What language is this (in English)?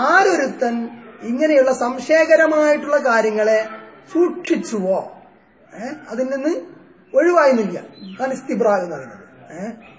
Malayalam